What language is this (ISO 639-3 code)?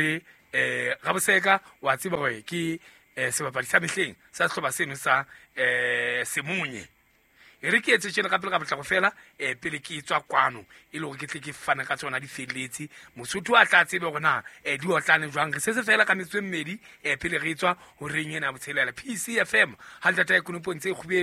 sot